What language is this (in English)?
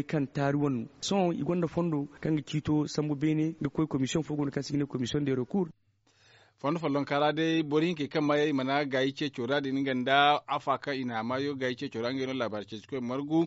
Zarma